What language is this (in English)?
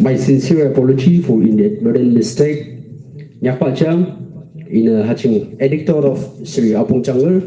Yimchungru Naga